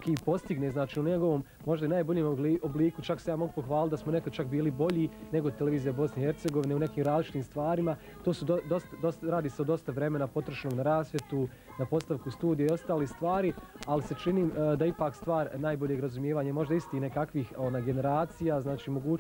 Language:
Bosnian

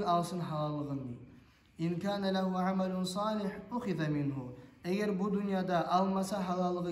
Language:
Kumyk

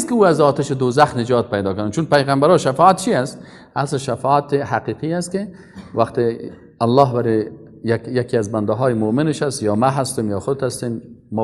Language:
Persian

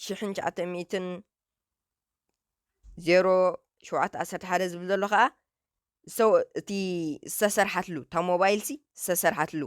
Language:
Tigrinya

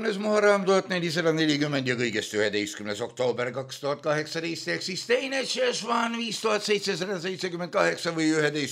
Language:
Estonian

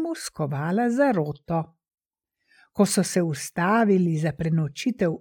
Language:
Slovenian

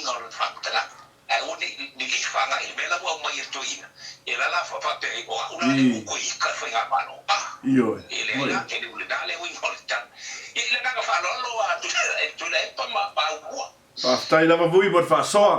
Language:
Samoan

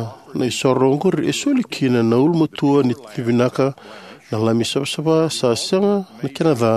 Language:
Fijian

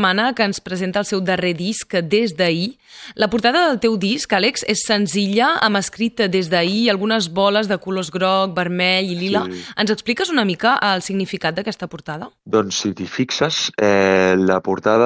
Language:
Catalan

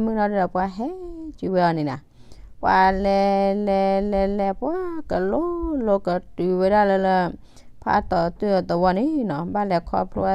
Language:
S'gaw Karen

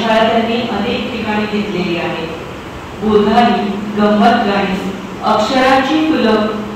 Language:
Marathi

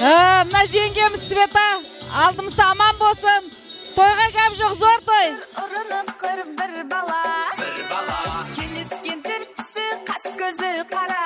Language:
Kara-Kalpak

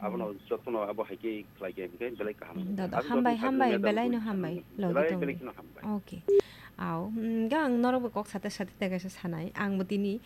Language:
Kok Borok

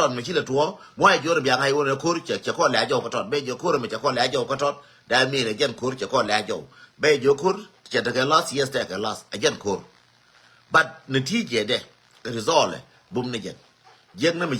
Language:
Nuer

